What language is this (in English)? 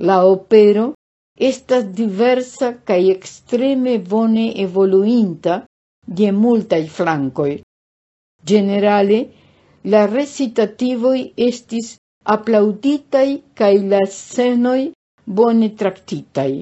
Esperanto